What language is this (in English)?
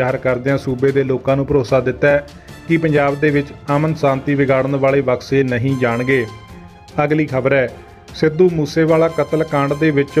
Punjabi